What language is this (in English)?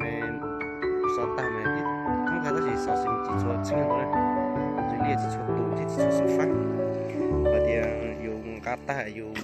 Hmong